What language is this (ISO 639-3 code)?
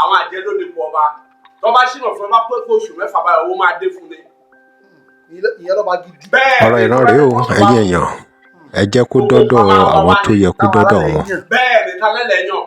yor